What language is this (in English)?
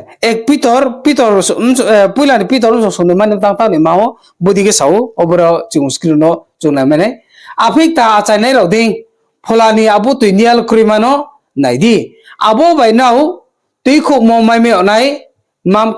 Riang (India)